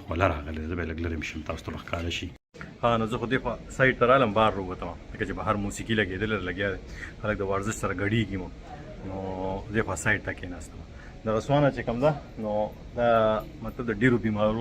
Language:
Pashto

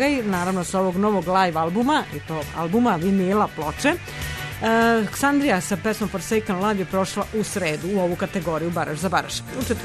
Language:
Serbian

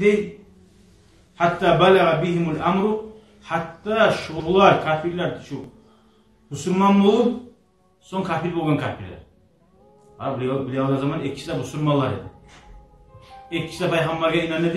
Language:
Kumyk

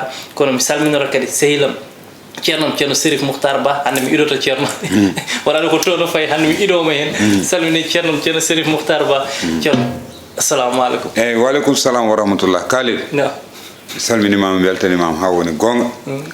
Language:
Fula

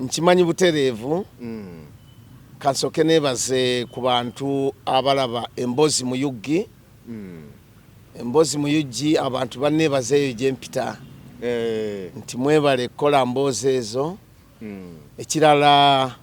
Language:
Ganda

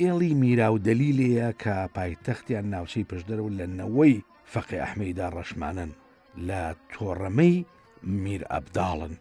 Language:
Central Kurdish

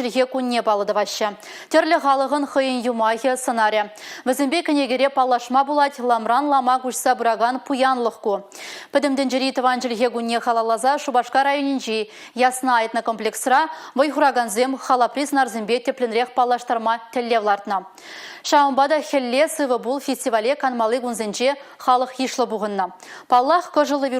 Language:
Chuvash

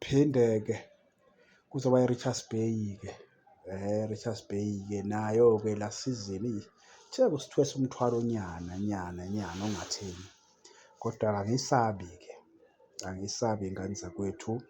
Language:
Zulu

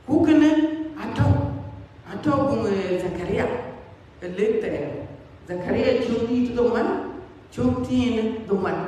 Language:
Dinka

